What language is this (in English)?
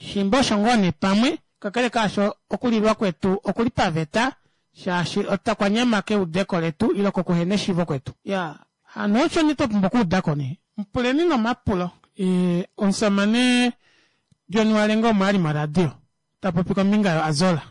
Kuanyama